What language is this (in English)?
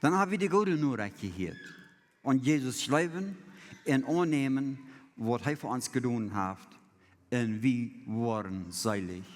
Plautdietsch